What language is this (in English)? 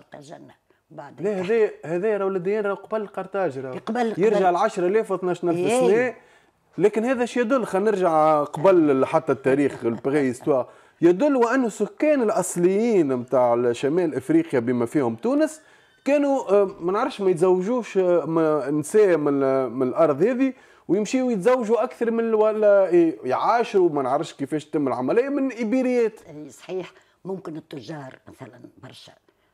Tunisian Arabic